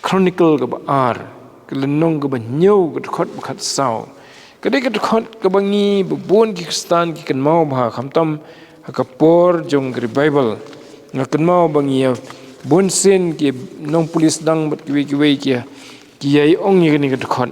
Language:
Khasi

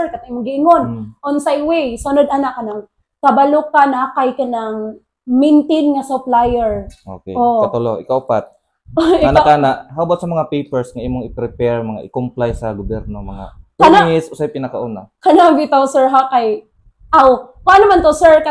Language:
Cebuano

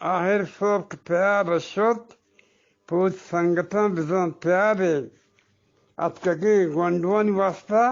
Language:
Eastern Balochi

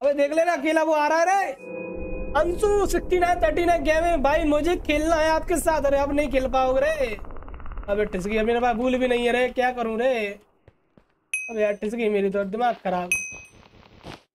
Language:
Hindi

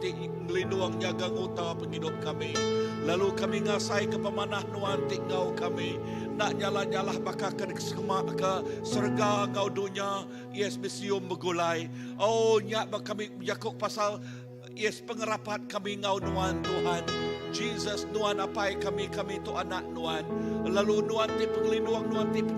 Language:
Iban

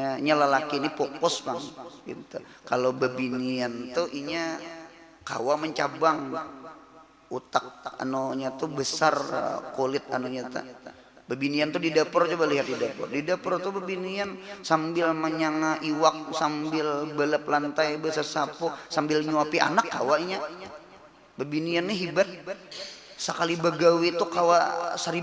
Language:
Banjar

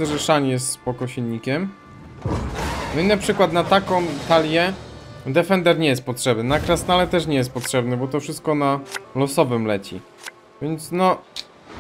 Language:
Polish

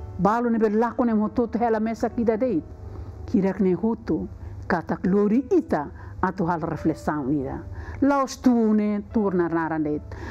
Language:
Tetum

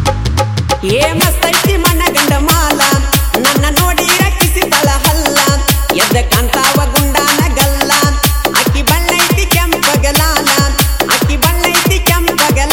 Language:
Kannada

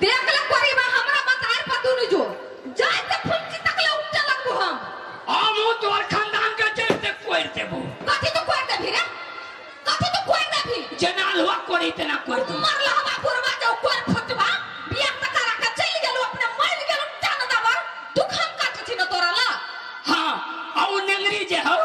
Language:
Maithili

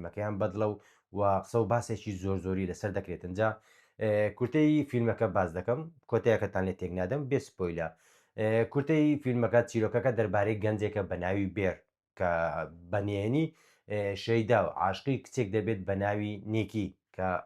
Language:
Central Kurdish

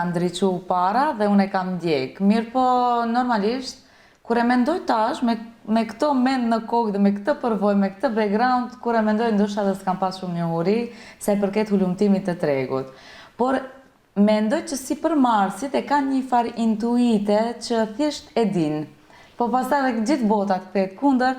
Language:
Albanian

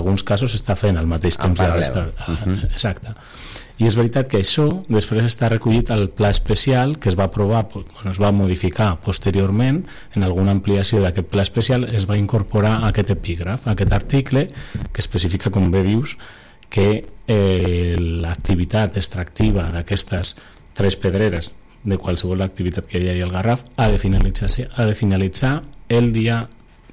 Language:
Catalan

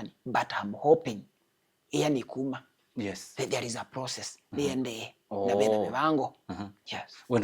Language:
Kamba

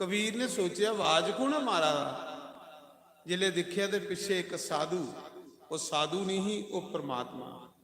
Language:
Dogri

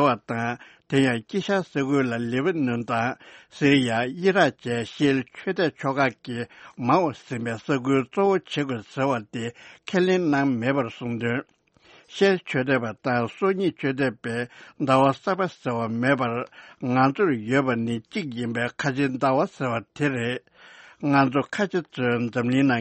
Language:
Tibetan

